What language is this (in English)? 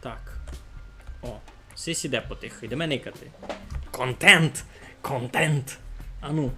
Rusyn